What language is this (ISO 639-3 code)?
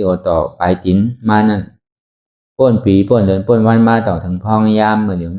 shn